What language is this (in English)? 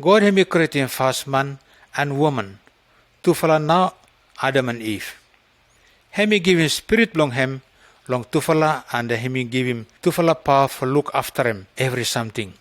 Pijin